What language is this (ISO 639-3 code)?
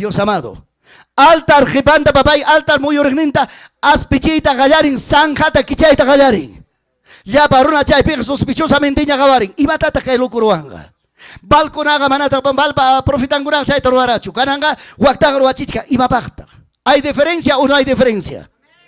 quy